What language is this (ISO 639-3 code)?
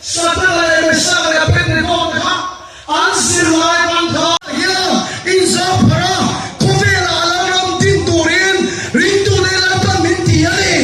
lus